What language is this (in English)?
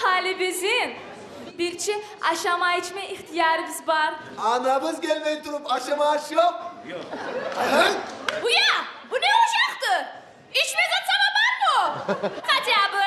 Kumyk